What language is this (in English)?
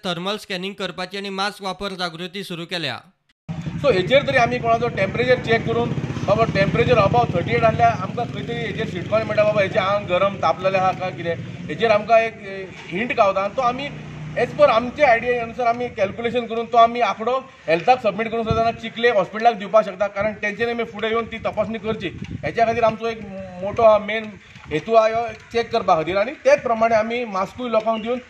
Konkani